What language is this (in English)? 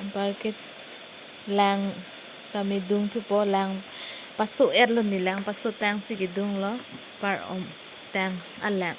Karbi